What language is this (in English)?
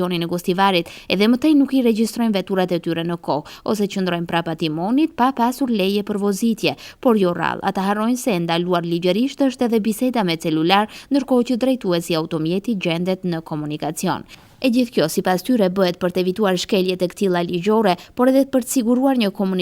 Albanian